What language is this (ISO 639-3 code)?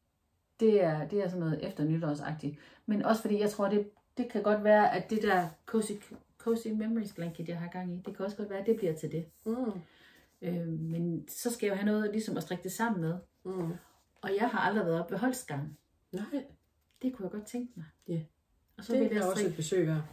dan